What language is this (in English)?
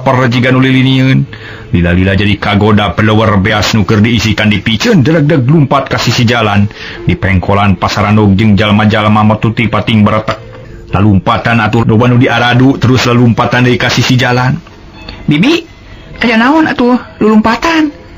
Sundanese